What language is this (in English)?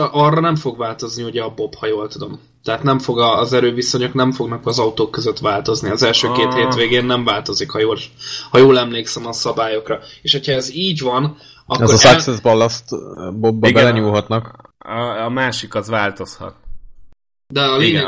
Hungarian